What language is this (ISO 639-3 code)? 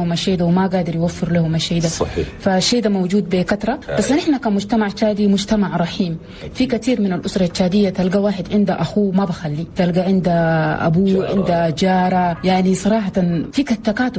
shu